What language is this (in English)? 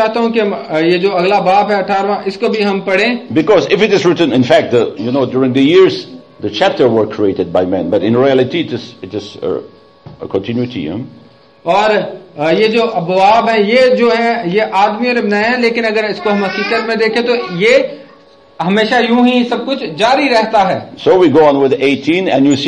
Urdu